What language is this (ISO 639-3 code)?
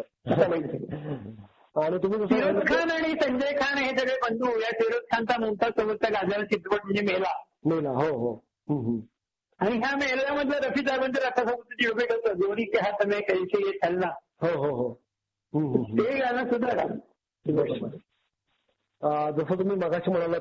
mar